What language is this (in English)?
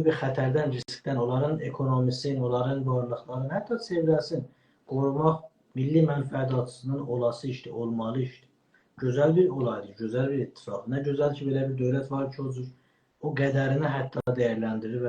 South Azerbaijani